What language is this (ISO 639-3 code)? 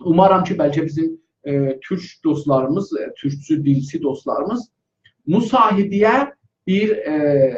azb